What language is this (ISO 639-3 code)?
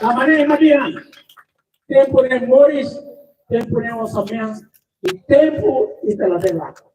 tet